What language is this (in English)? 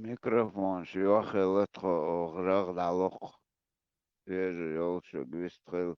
Chechen